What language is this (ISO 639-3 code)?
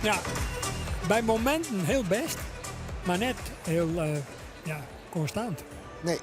fry